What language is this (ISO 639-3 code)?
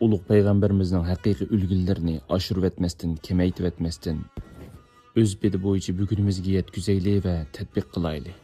uig